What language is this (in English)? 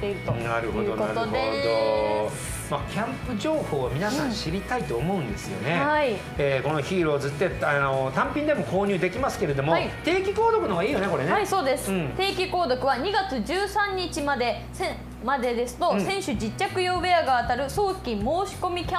Japanese